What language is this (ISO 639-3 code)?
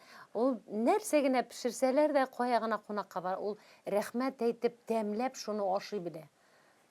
tat